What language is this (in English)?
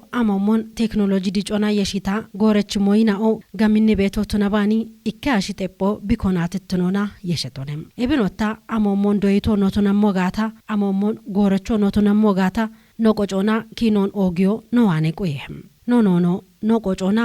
Kafa